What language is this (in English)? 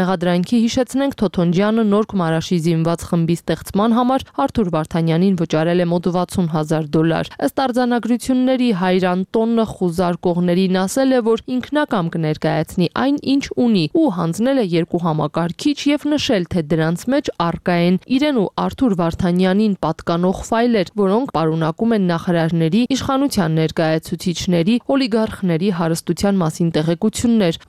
Armenian